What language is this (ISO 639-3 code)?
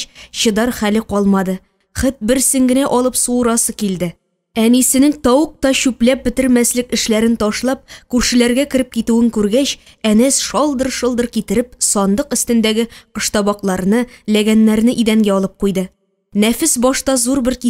tat